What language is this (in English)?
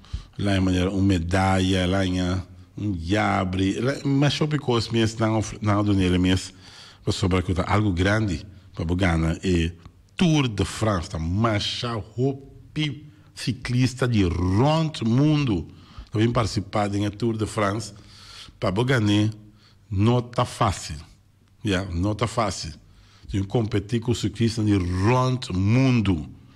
Papiamento